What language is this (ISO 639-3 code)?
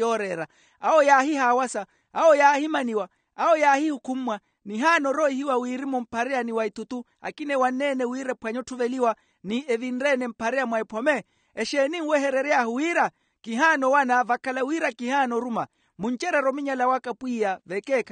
vmw